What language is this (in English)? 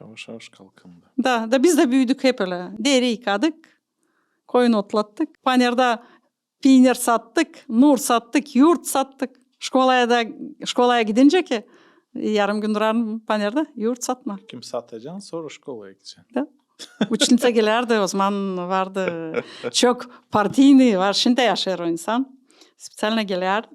Gagauz